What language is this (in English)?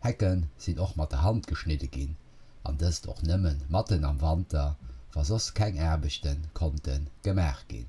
Luxembourgish